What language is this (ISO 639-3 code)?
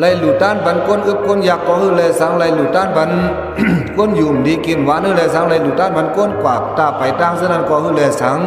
shn